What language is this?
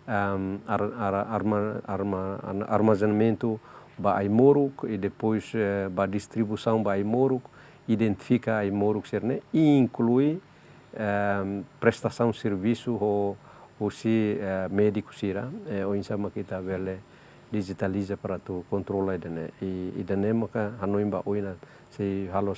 Tetum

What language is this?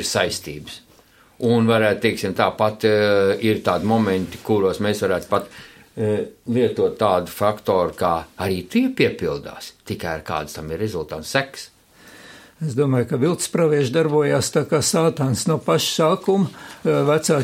Latvian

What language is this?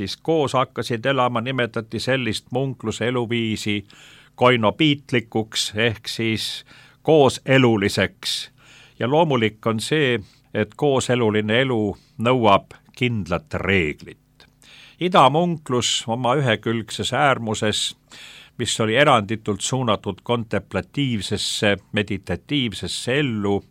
Estonian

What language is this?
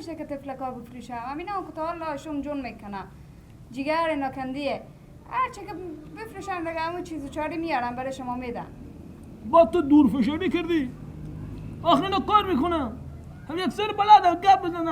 Persian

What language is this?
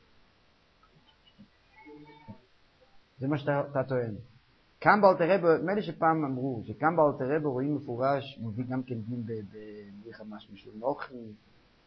Hebrew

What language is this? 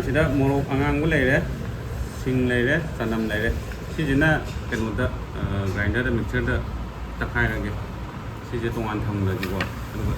Manipuri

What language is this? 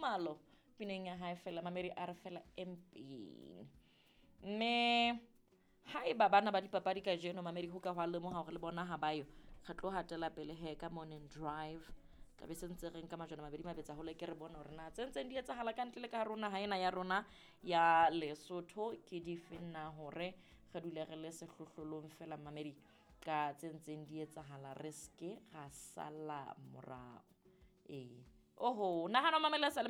Southern Sotho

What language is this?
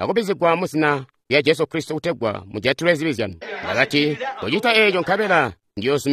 Tonga (Zambia)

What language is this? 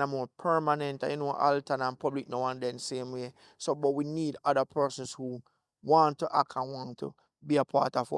Jamaican Creole English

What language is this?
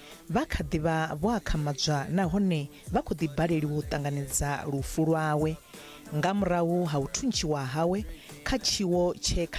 Venda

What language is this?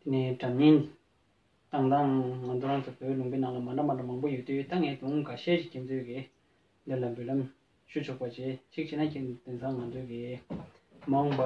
Tibetan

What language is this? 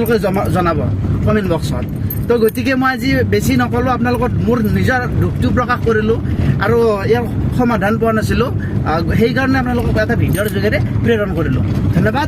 Assamese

